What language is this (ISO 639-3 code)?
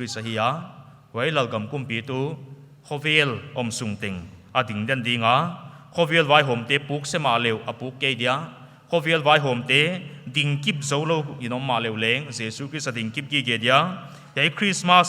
pck